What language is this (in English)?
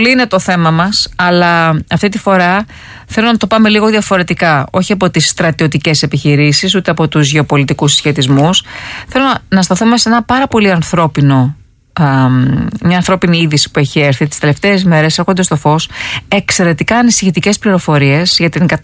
Greek